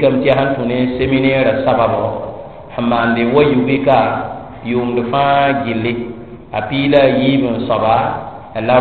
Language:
Mossi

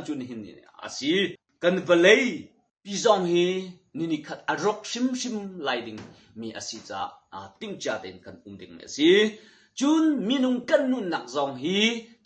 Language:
Hakha Chin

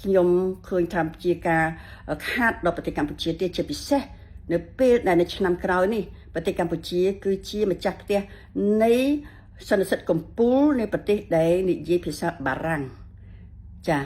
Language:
Khmer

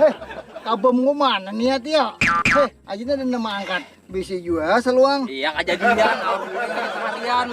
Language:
Banjar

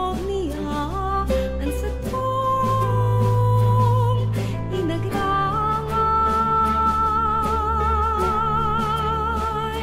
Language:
Bikol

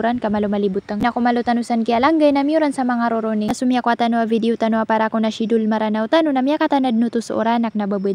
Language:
Maranao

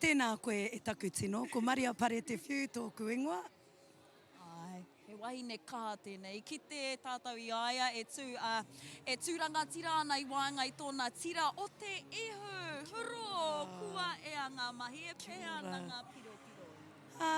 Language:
Māori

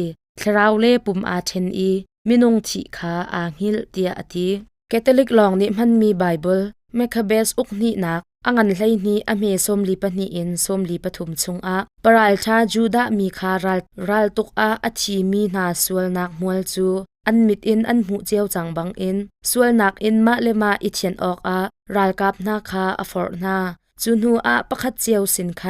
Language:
Hakha Chin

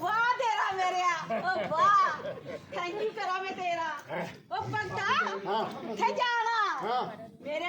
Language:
Dogri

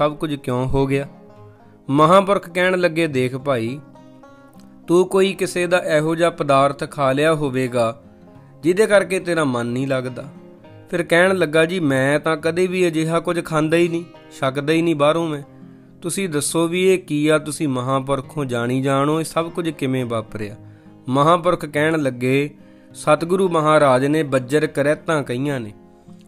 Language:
Punjabi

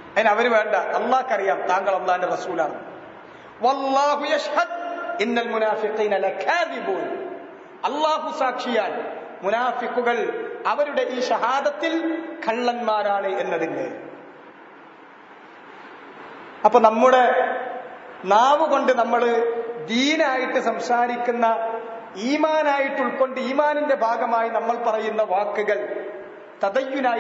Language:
Malayalam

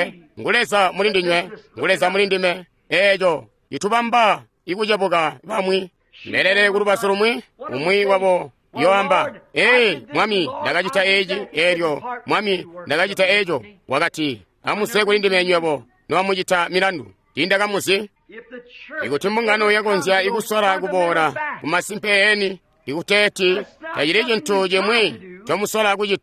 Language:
Tonga (Zambia)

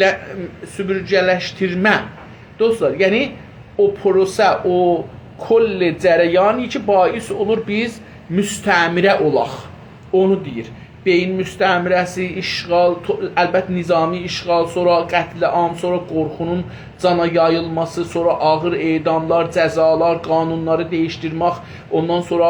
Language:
South Azerbaijani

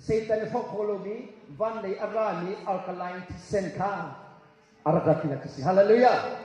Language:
Hakha Chin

